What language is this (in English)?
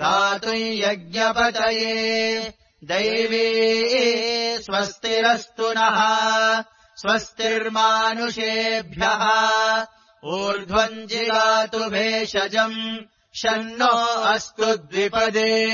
Sanskrit